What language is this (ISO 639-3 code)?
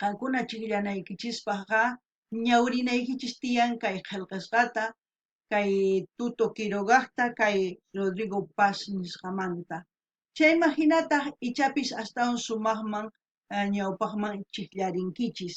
quh